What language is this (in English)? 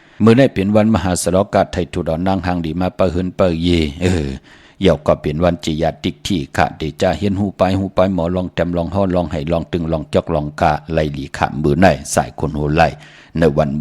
Shan